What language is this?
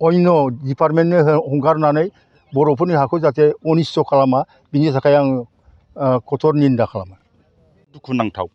Bodo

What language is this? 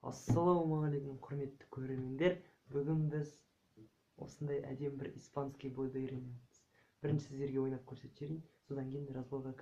Kazakh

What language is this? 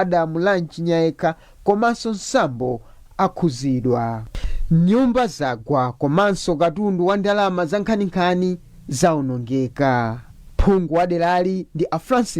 Nyanja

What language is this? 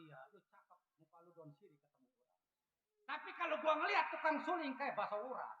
Betawi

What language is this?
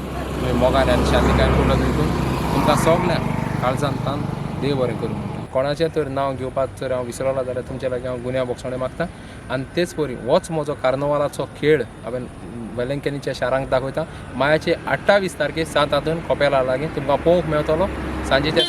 Konkani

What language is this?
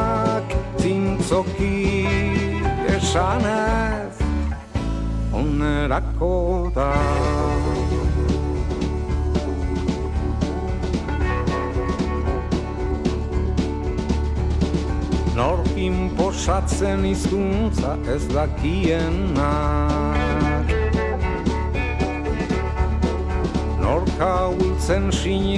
Basque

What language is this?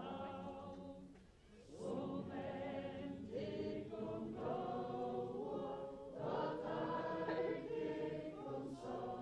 Faroese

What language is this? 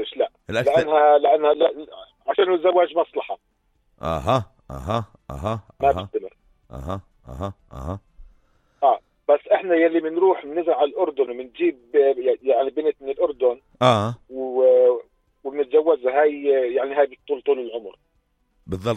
North Levantine Arabic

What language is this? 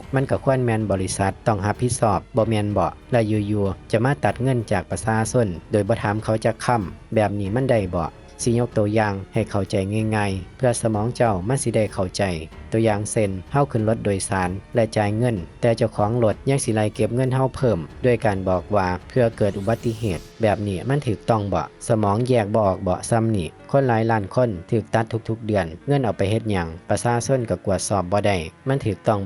Lao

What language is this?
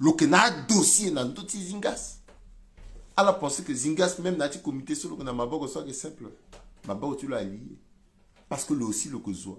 Sango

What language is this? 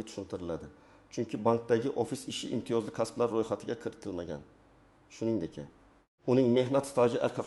Uzbek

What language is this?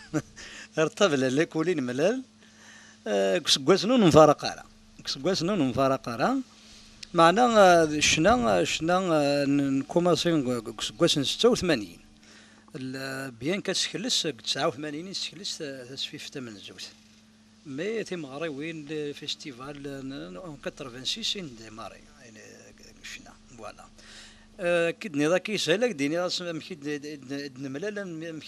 Kabyle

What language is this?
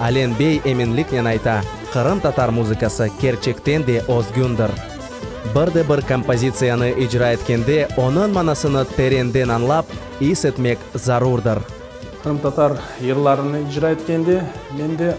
Crimean Tatar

